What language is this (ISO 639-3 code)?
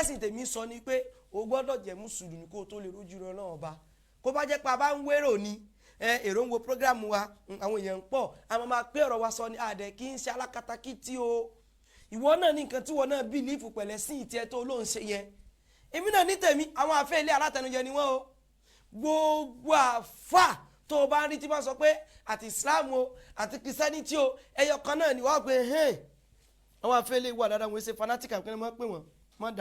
yor